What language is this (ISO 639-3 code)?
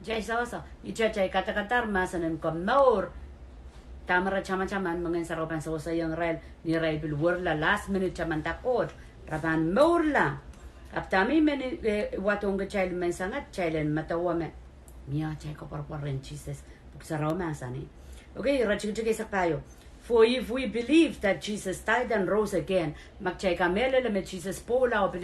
pon